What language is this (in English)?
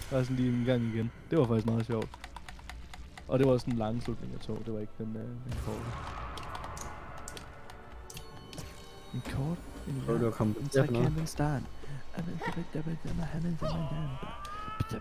Danish